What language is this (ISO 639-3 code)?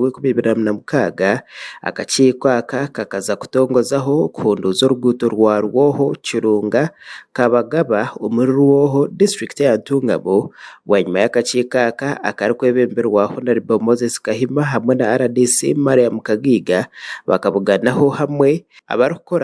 nyn